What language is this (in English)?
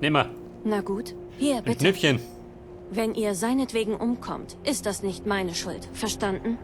Bavarian